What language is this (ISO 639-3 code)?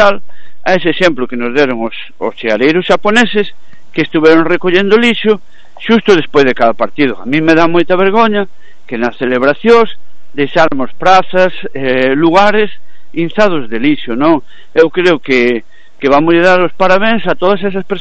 glg